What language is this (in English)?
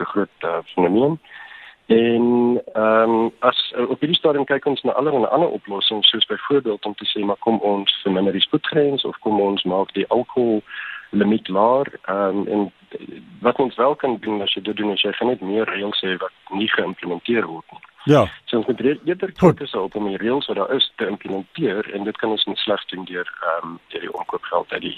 Afrikaans